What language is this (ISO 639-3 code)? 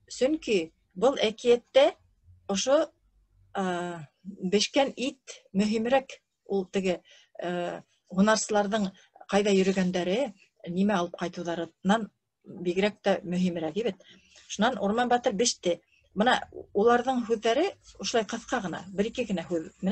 bak